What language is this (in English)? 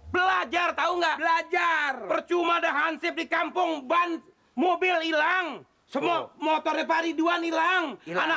Betawi